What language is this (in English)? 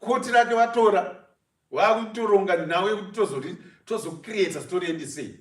Shona